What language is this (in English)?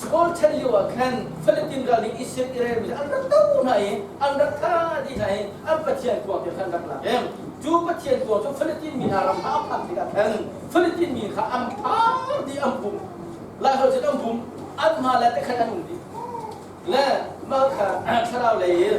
Hakha Chin